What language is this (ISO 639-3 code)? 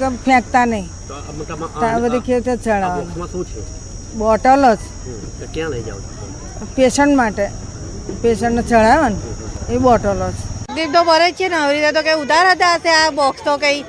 guj